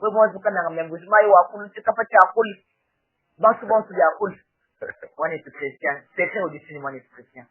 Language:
Luba-Lulua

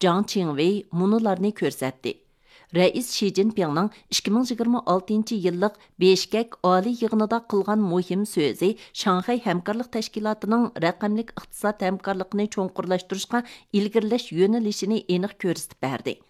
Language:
Uyghur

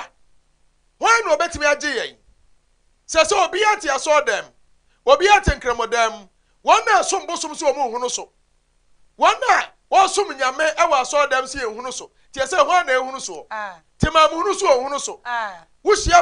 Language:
Akan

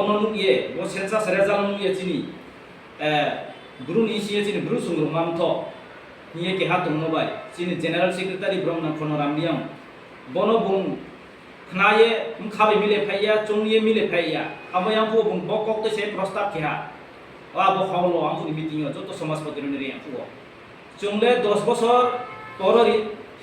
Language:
Riang (India)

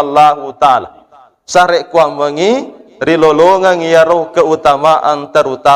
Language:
Buginese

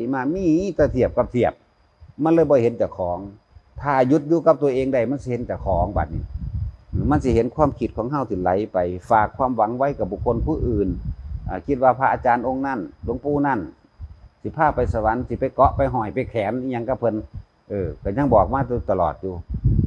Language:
Northeastern Thai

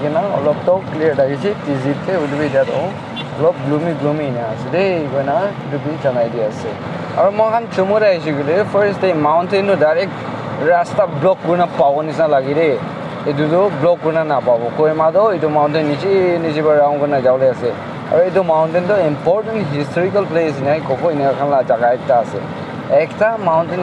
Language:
Naga Pidgin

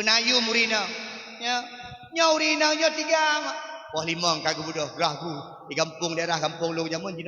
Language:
Achinese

